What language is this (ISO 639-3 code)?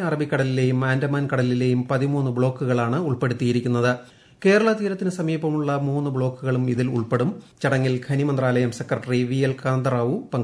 mal